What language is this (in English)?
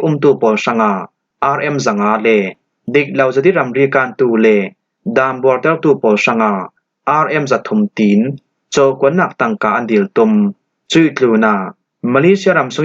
Falam Chin